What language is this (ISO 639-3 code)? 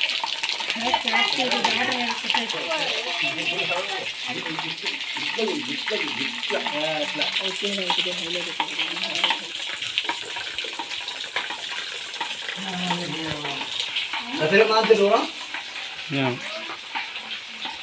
gon